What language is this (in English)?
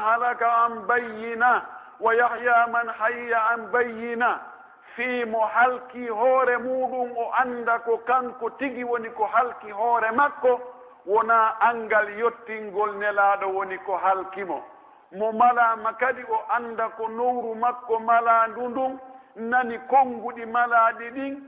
Pular